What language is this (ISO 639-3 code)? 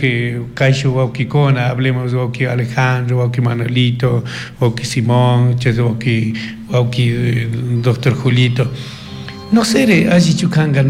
qug